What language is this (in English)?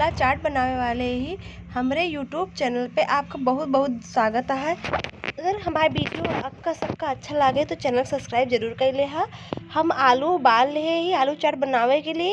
Awadhi